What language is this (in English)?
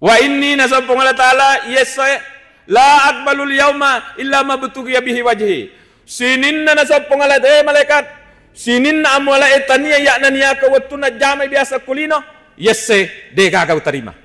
Buginese